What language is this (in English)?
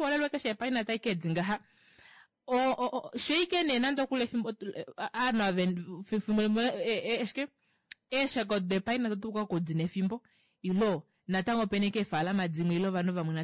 Kuanyama